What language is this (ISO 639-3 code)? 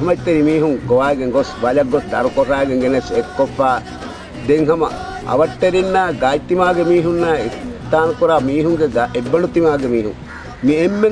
div